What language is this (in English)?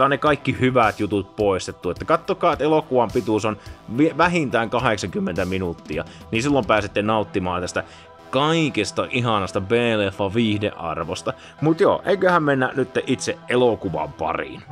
Finnish